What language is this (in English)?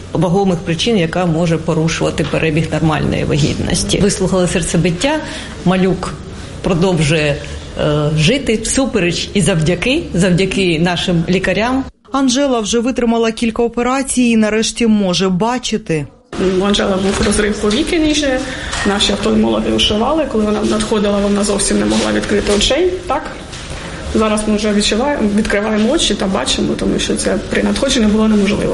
Ukrainian